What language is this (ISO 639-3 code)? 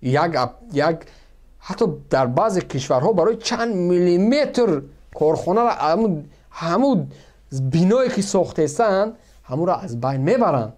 tgk